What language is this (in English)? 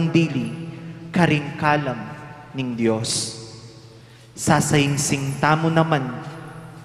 Pampanga